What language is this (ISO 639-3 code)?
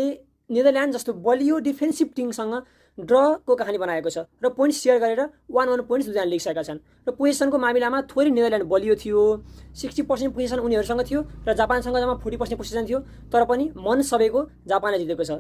nep